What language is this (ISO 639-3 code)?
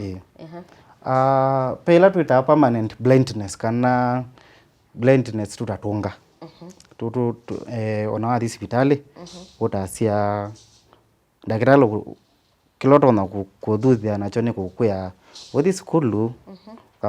kam